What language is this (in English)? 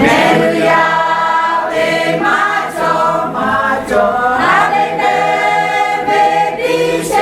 Lahu